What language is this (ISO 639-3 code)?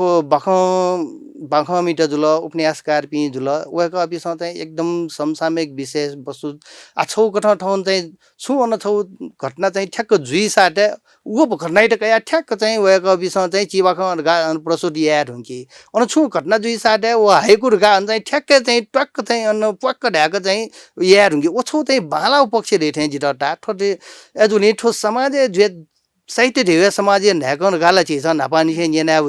new